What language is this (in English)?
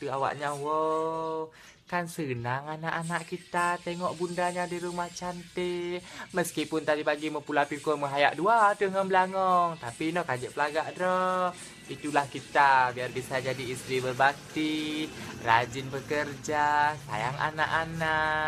Achinese